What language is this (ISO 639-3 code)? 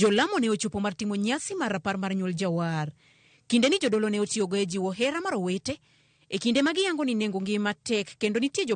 luo